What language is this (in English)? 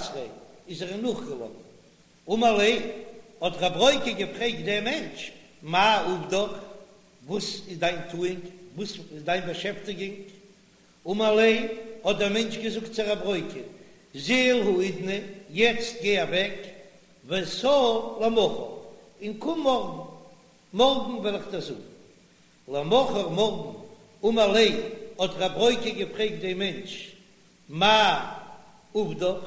Yiddish